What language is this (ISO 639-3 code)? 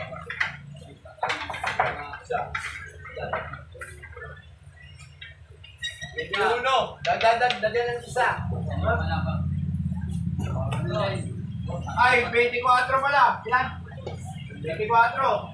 fil